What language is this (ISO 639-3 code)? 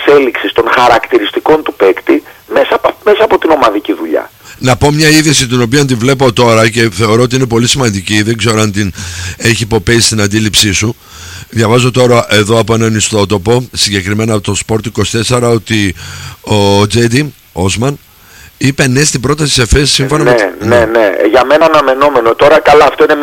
ell